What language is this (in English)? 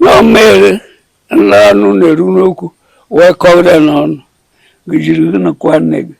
Igbo